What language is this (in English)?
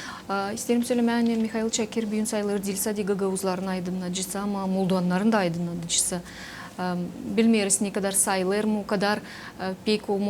Gagauz